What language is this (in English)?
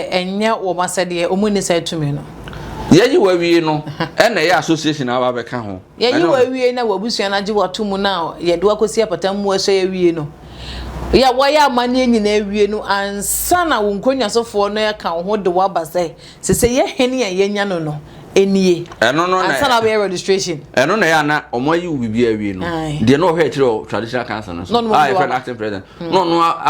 Akan